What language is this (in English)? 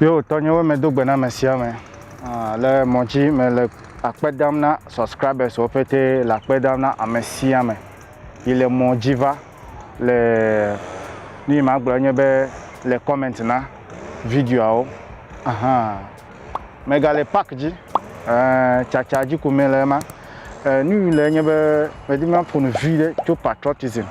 Ewe